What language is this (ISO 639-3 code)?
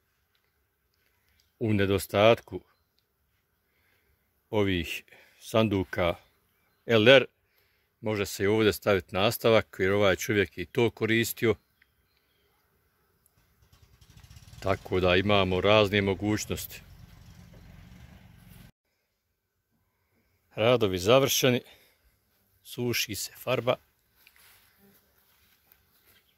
hrv